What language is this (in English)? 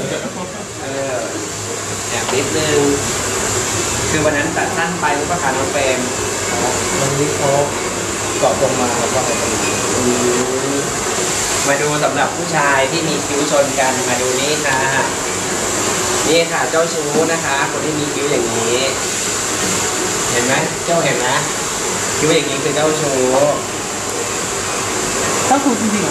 Thai